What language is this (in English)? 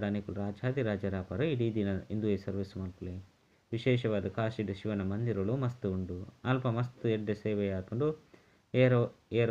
Tulu